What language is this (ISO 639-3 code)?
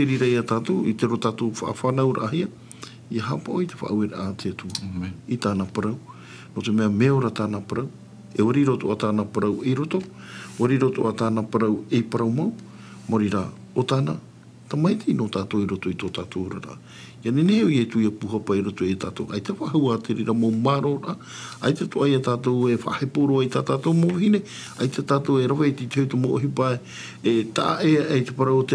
tah